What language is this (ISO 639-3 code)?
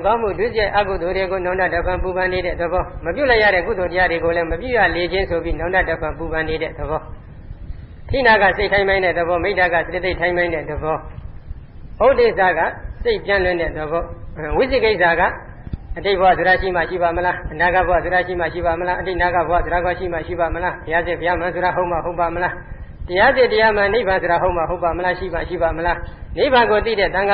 mya